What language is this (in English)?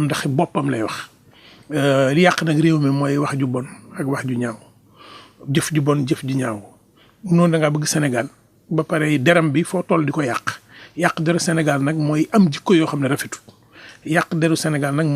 Wolof